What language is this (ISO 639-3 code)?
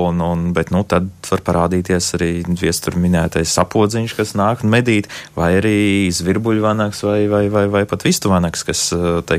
lav